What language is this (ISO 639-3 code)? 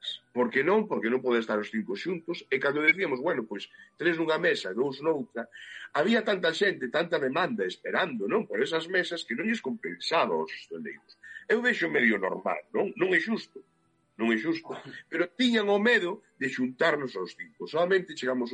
glg